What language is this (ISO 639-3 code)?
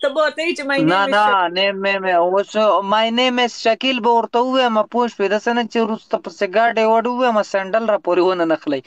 pus